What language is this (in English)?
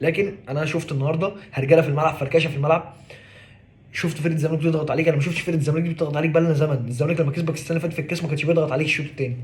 Egyptian Arabic